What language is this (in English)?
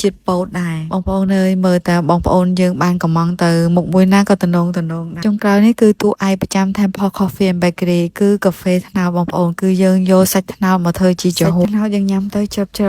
Khmer